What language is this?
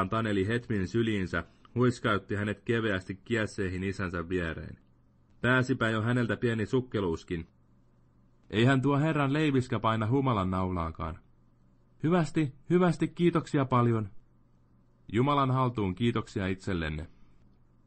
Finnish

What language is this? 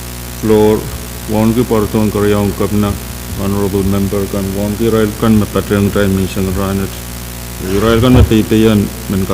Pohnpeian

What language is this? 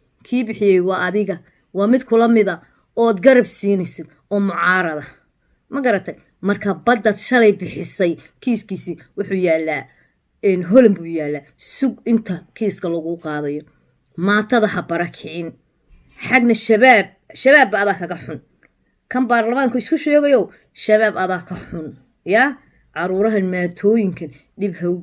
Somali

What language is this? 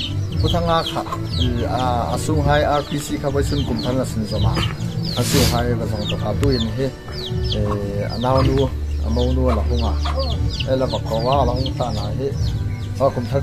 Hmar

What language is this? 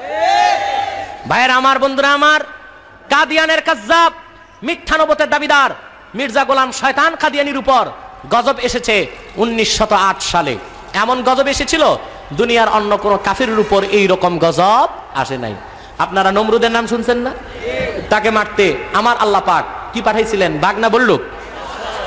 Bangla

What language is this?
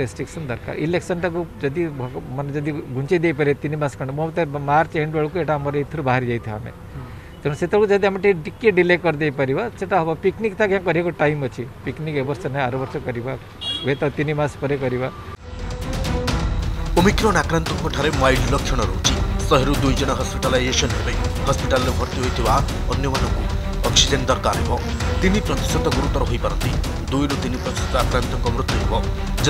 Odia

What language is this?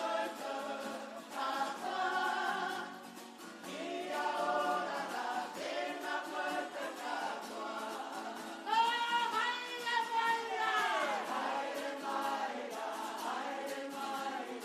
Māori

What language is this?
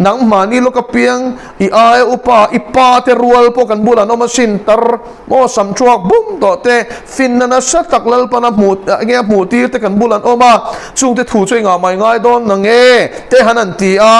Mizo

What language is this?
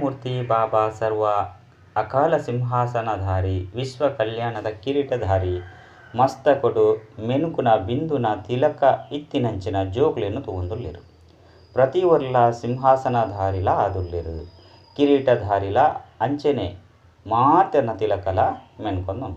Tulu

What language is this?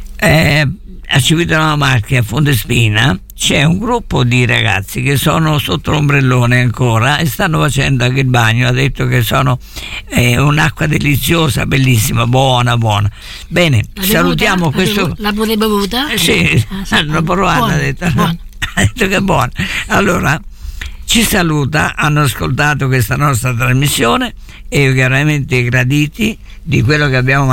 Italian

